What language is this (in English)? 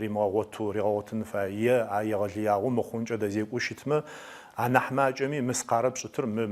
Adyghe